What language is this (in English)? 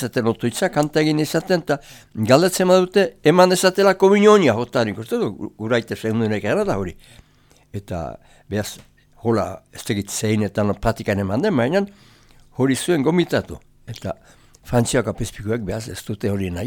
Basque